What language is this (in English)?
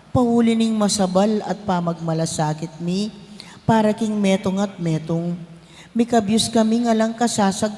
Pampanga